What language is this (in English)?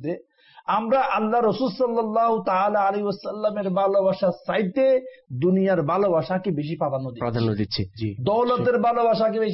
Bangla